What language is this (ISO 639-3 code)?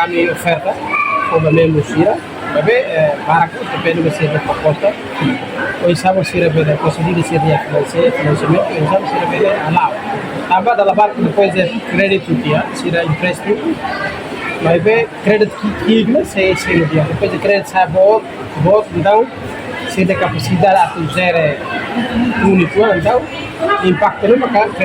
tet